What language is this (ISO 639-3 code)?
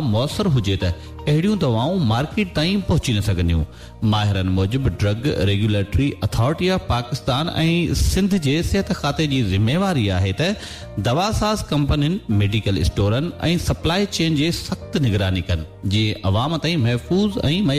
snd